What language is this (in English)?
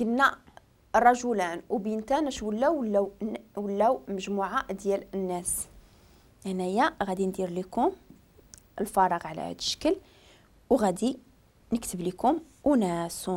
Moroccan Arabic